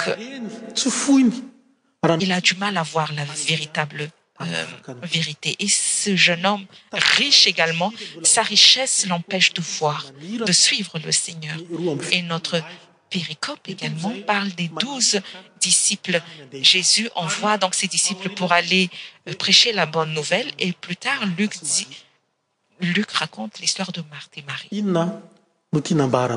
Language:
French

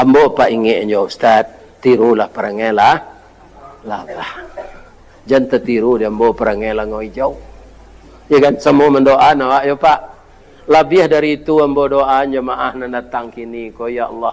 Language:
Minangkabau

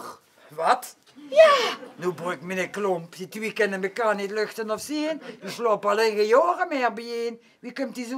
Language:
Limburgish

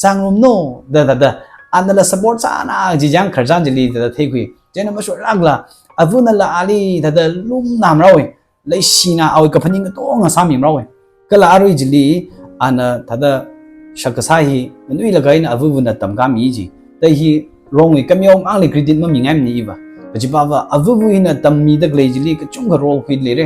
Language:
Tangkhul Naga (India)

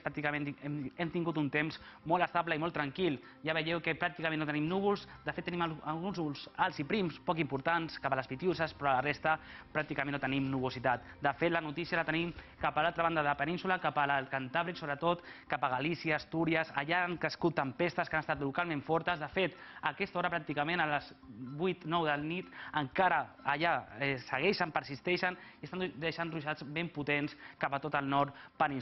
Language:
Catalan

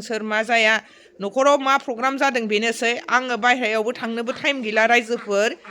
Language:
Bodo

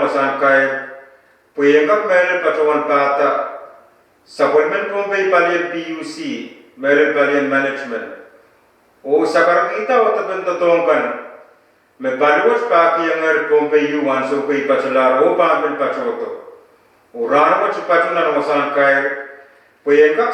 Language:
Pohnpeian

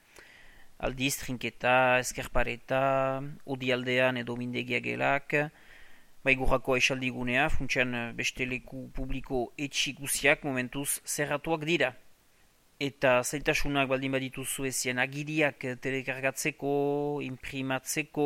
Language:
Basque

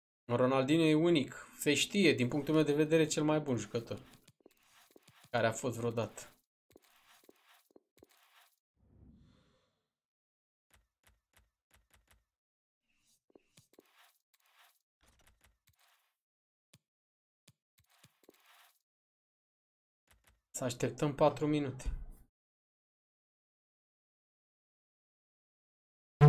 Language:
Romanian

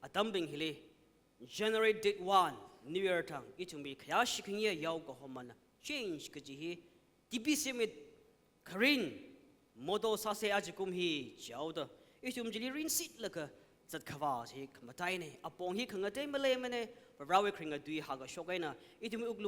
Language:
Tangkhul Naga (India)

